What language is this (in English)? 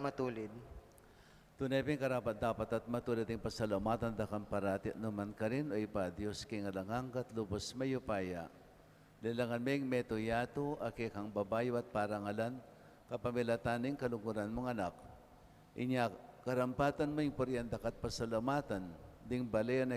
Pampanga